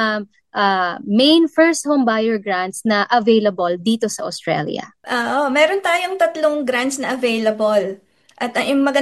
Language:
Filipino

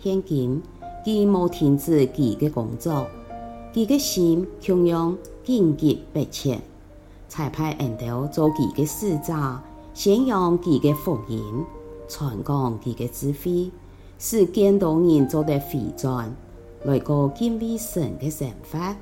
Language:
Hakka Chinese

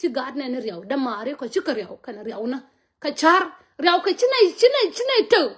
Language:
Nuer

